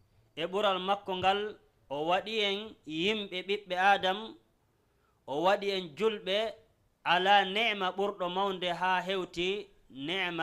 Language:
Fula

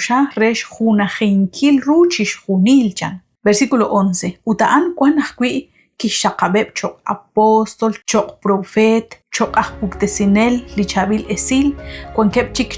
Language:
Kekchí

